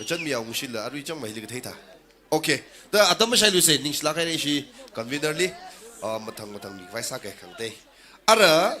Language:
Tangkhul Naga (India)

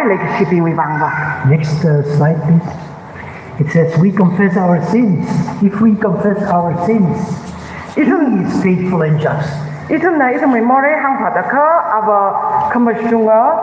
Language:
Tangkhul Naga (India)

